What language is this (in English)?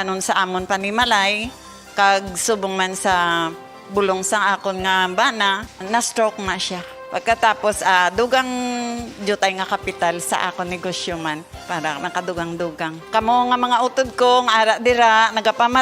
Hiligaynon